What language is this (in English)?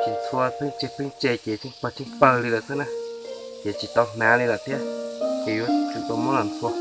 Hmong